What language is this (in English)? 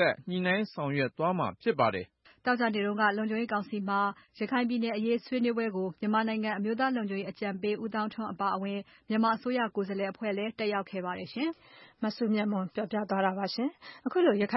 Burmese